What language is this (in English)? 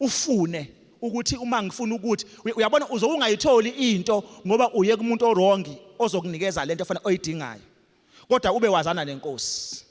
Zulu